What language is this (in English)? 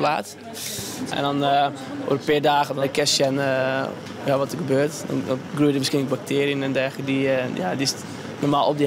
Western Frisian